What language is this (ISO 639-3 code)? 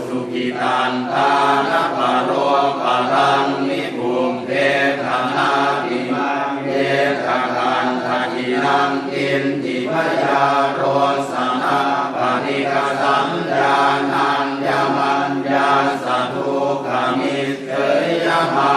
pli